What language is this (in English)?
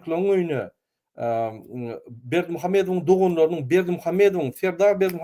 Turkmen